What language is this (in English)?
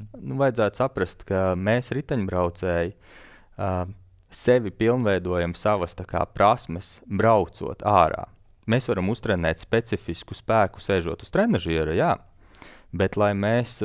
Latvian